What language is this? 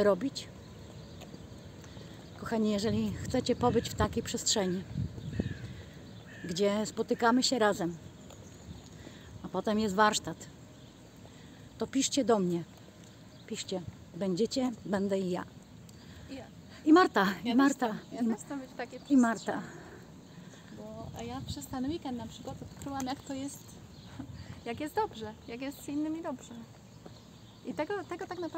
Polish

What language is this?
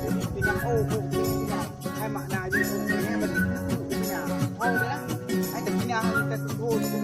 Achinese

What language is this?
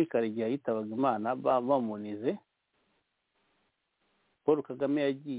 Kinyarwanda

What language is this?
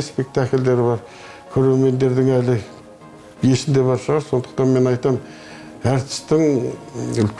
Kazakh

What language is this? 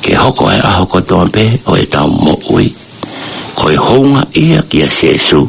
Tongan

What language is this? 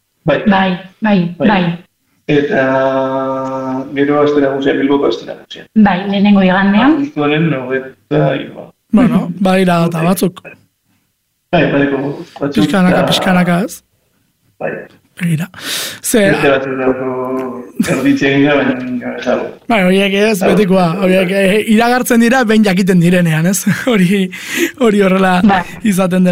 Basque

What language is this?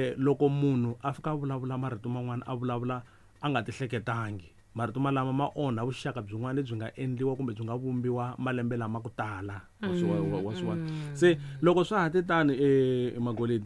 Tsonga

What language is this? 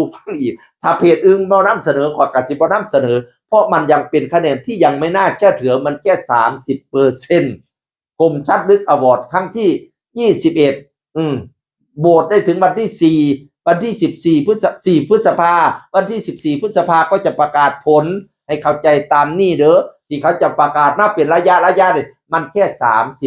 Northeastern Thai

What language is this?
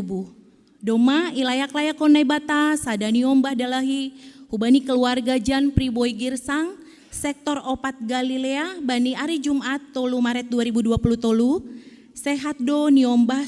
Batak Simalungun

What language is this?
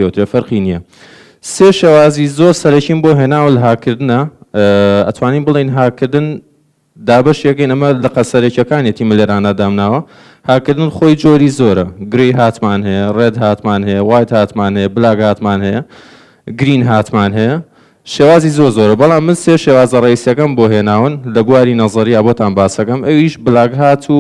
Central Kurdish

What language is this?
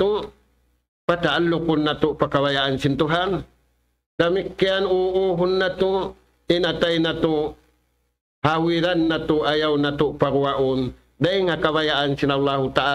Tausug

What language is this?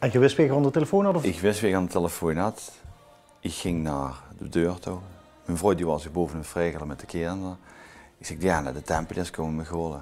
Limburgish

